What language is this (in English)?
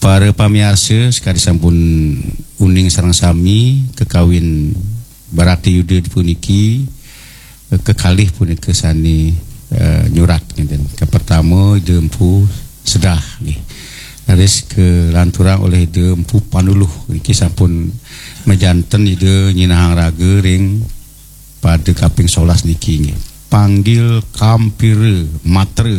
Balinese